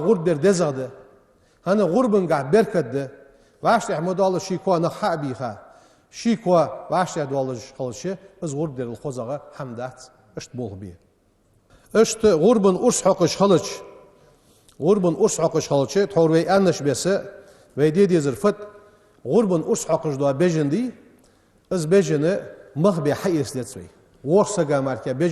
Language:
Ingush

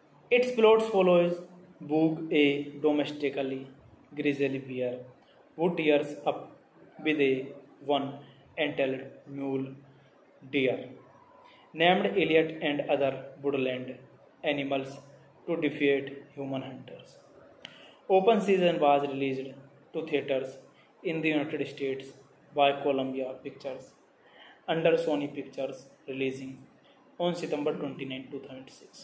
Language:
English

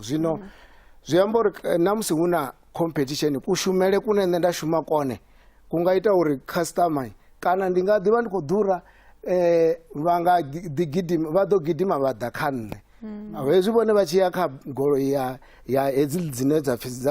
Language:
Venda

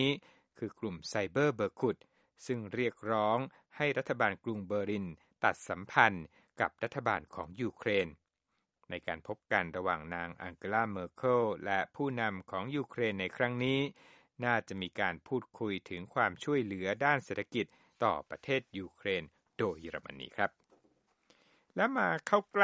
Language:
Thai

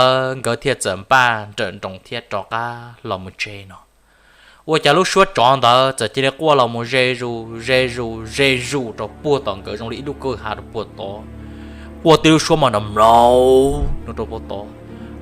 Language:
Hmong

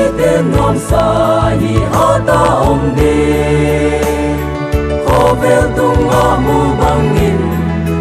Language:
Paite Chin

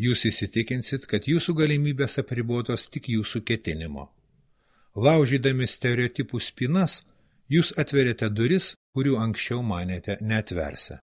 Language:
Lithuanian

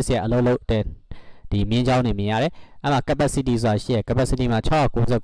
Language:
Burmese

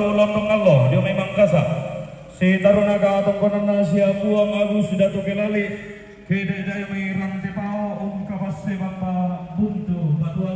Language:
Toraja-Sa'dan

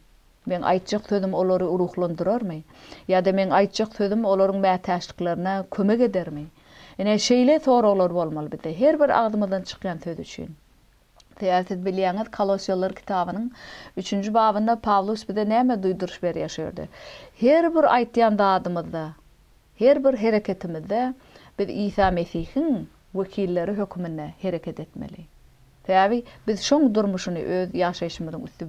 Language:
Turkmen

